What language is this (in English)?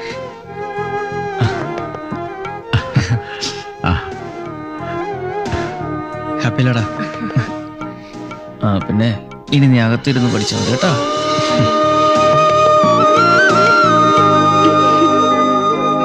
Malayalam